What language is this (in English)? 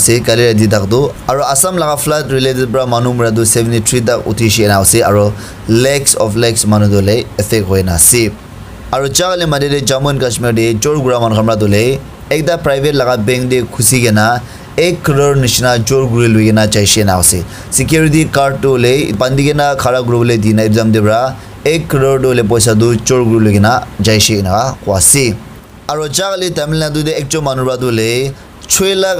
Naga Pidgin